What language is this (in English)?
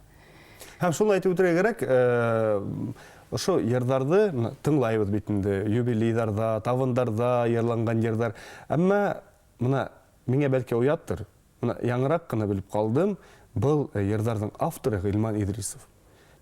Bashkir